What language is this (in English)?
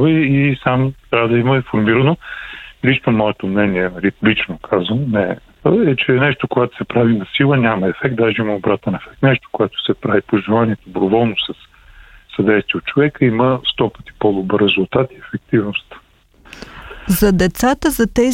Bulgarian